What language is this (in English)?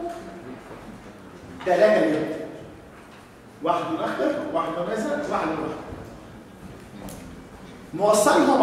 Egyptian Arabic